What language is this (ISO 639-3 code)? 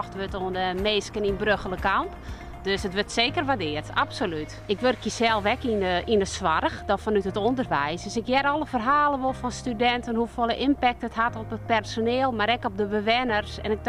fry